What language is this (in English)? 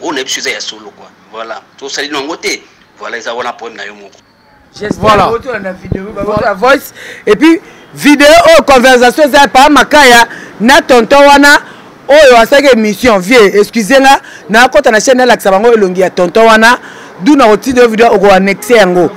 Lingala